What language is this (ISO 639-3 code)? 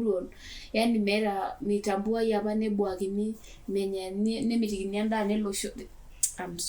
mas